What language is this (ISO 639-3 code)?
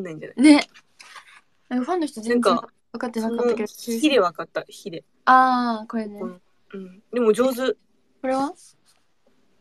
jpn